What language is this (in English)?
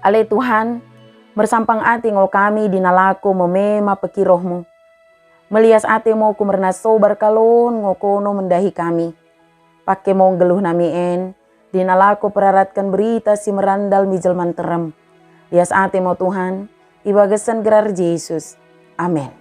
Batak Dairi